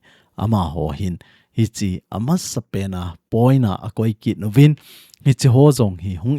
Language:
Thado Chin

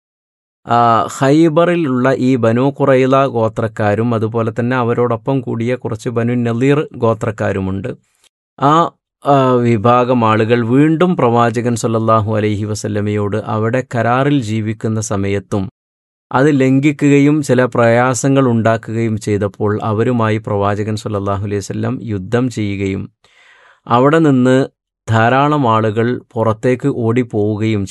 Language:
Malayalam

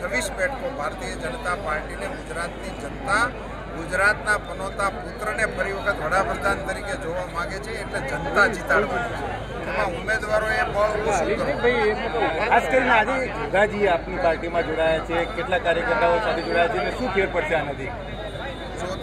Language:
Gujarati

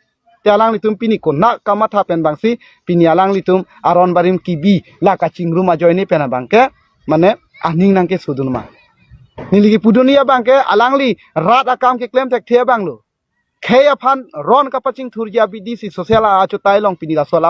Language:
Karbi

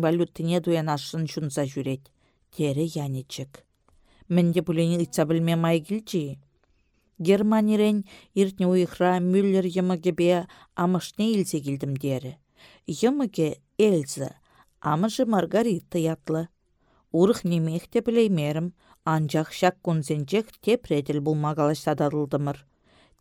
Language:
Chuvash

